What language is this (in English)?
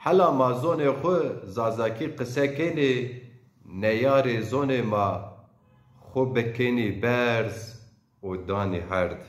Zaza